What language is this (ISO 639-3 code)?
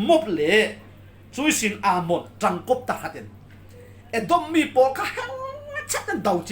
cfm